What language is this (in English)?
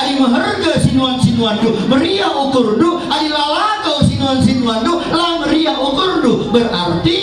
Batak Karo